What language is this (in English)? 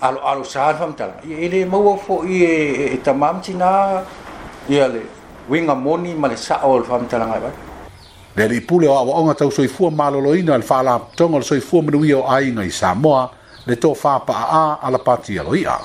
Samoan